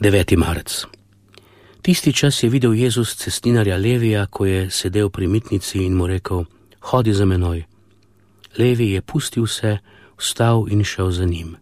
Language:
Slovenian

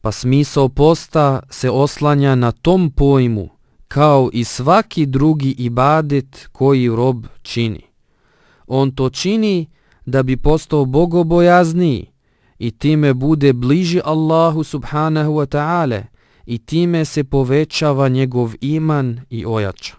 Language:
Bosnian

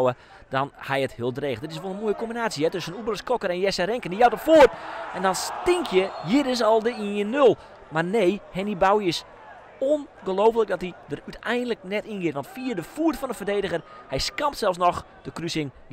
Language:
Western Frisian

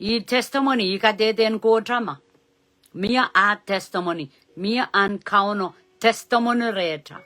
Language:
Pohnpeian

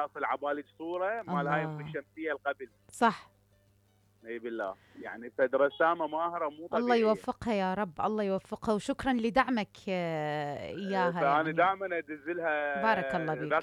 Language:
Mesopotamian Arabic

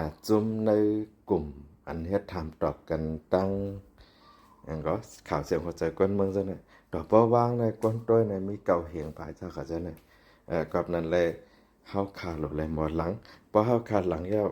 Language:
Shan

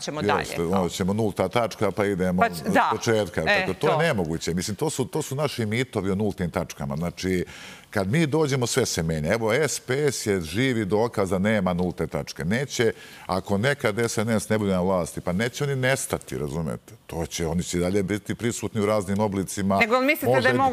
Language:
Serbian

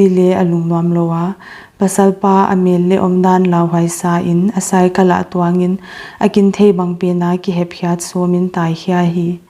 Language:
Paite Chin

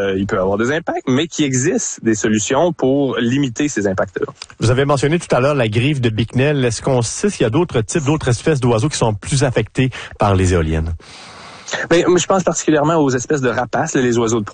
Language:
French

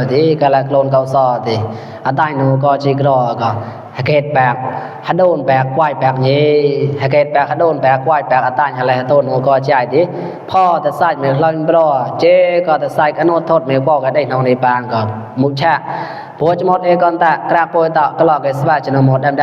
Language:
Mon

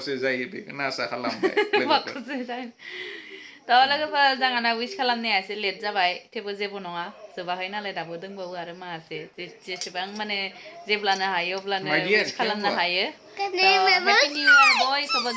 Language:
Bodo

